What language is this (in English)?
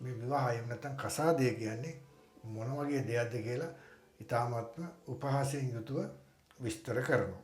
Sinhala